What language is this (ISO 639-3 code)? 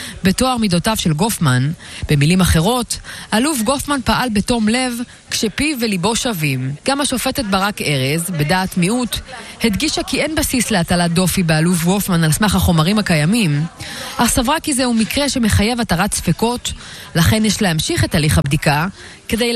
heb